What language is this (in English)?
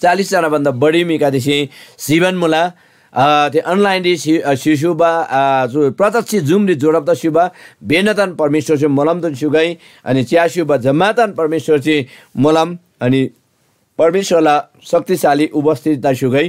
Eastern Tamang